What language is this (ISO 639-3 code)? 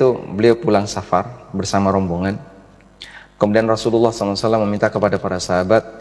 ind